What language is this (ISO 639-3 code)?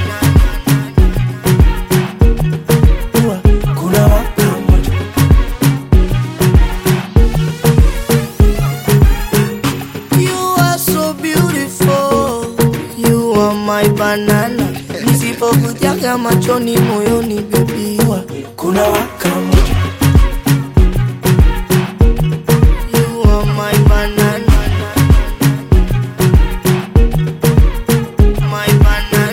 swa